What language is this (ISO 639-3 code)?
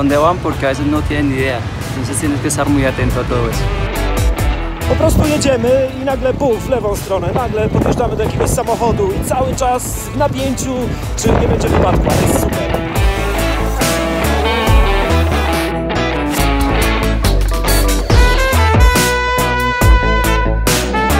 pol